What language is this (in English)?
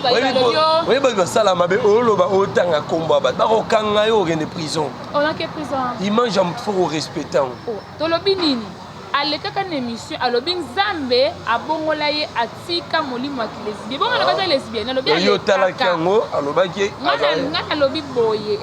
Lingala